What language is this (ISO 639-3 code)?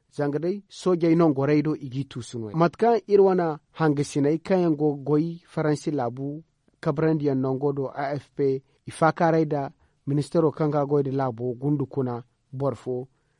dje